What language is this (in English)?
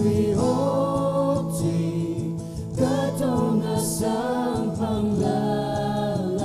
Tangkhul Naga (India)